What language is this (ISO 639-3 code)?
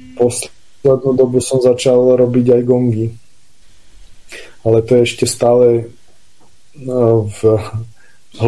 slk